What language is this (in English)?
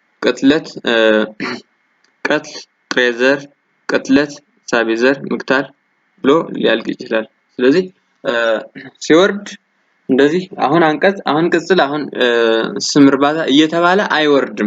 Amharic